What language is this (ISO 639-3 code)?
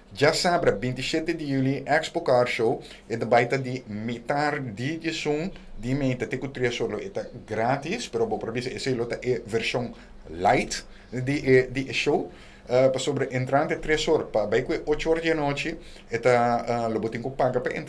pap